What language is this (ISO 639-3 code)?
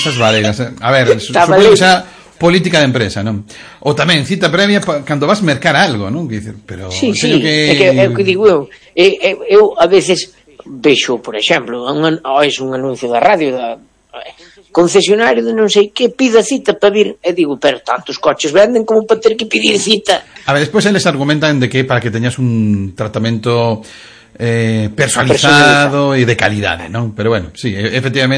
glg